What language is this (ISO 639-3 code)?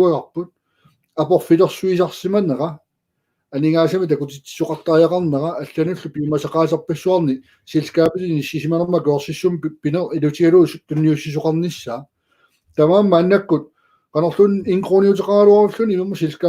kal